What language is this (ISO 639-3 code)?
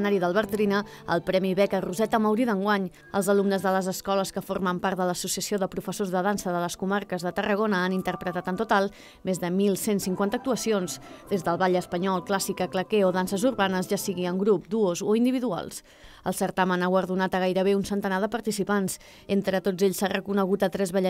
cat